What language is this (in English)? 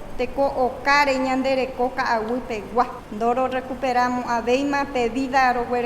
Guarani